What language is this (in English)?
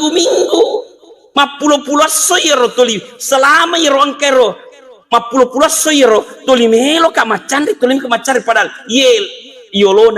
Buginese